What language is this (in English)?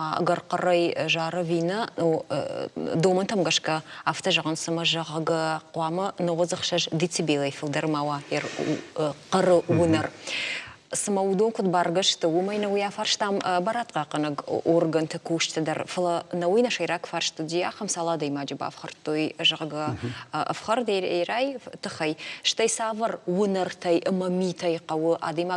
Ossetic